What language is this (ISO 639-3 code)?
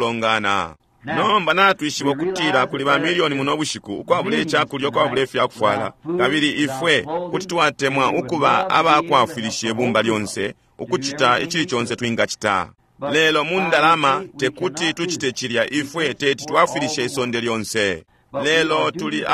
bem